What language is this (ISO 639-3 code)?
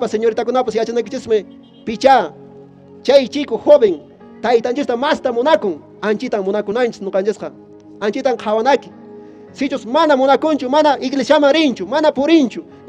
que